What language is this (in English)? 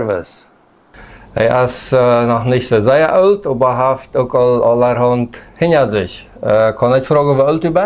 Plautdietsch